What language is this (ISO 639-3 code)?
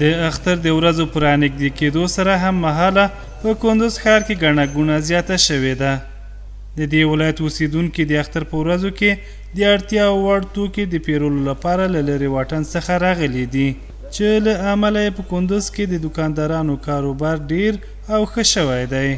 pus